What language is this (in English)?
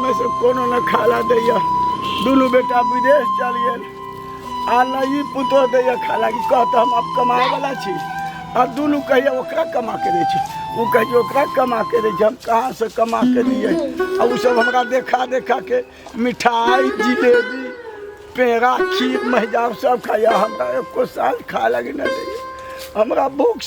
Maithili